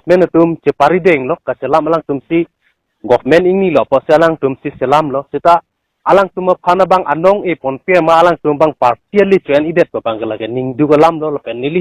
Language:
Karbi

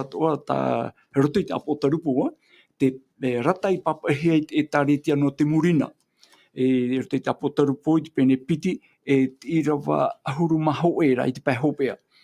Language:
Tahitian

